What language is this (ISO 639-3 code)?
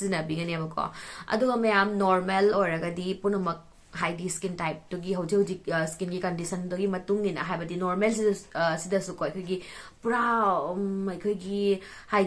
mni